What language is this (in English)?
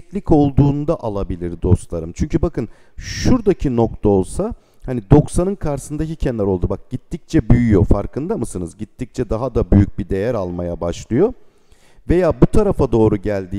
Turkish